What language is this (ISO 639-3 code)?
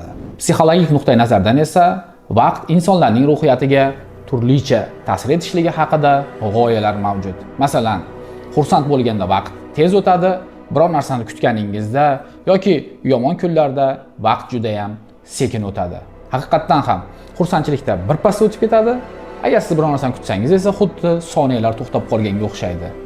uzb